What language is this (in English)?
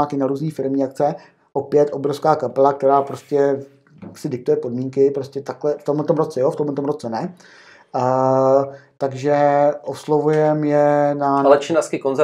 Czech